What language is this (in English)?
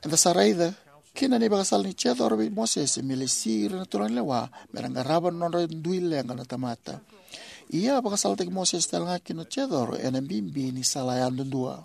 Fijian